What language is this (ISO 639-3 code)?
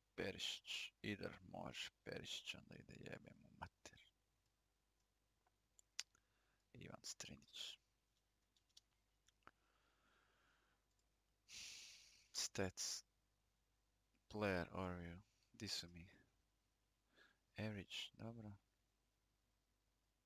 hrv